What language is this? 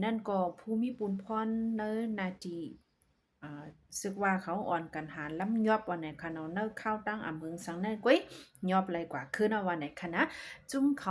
Shan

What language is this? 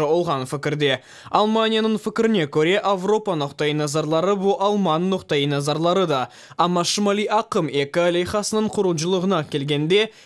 Crimean Tatar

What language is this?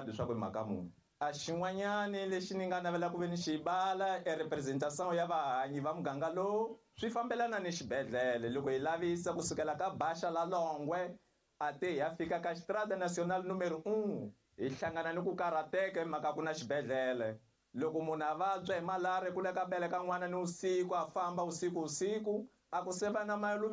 Tsonga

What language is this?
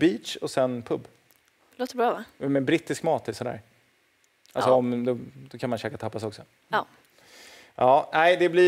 Swedish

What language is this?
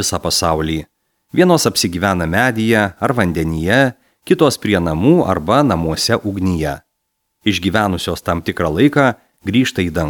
Lithuanian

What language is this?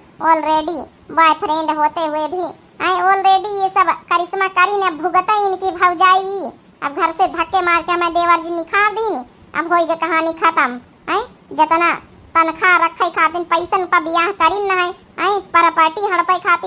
Awadhi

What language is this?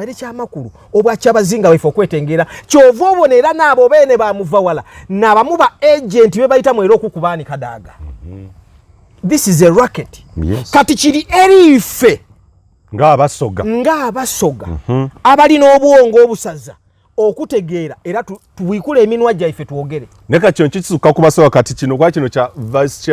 Ganda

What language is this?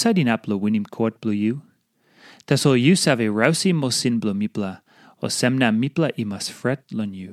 Tok Pisin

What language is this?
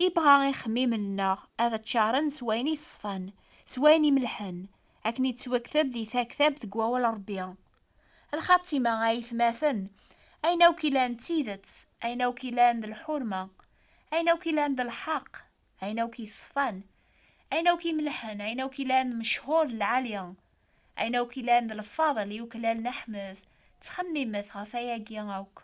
Kabyle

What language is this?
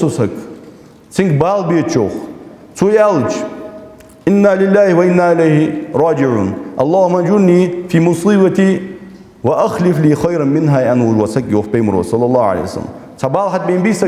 Ingush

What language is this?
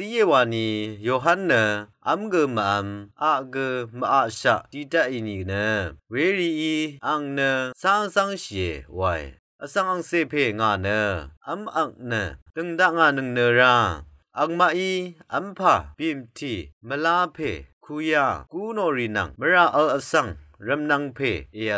Rawang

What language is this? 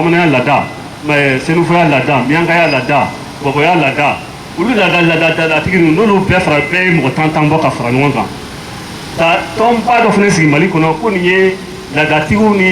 Bambara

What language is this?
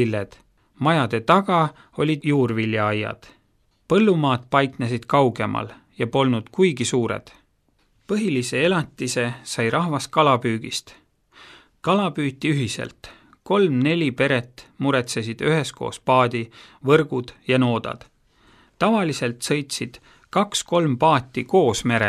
Estonian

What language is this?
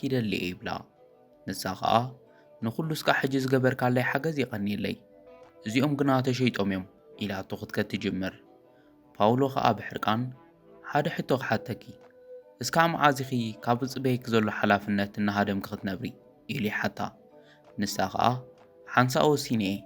Tigrinya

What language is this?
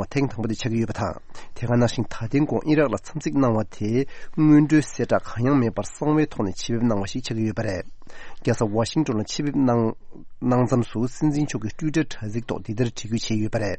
Tibetan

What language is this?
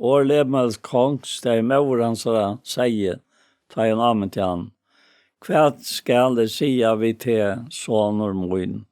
Faroese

